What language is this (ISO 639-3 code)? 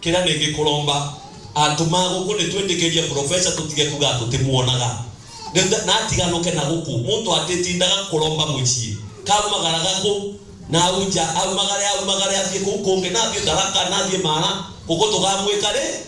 mer